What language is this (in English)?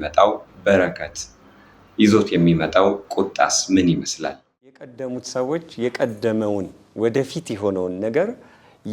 Amharic